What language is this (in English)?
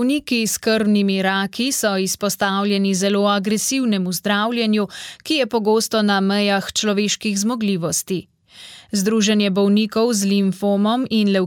Slovenian